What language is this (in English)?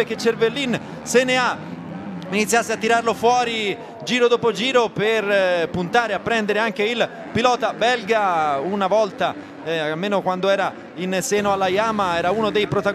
Italian